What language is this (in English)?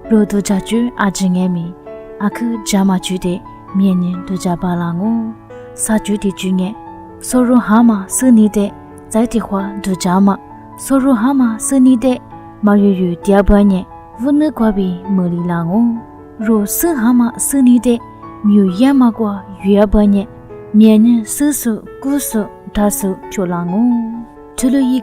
Lisu